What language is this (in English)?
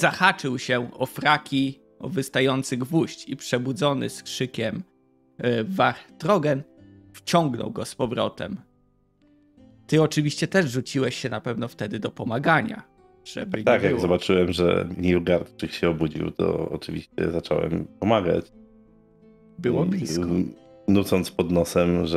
Polish